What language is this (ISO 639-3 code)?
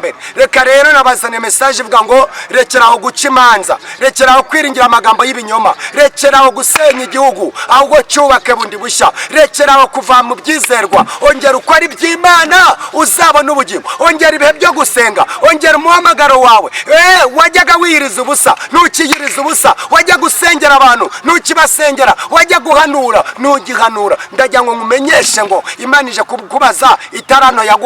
kin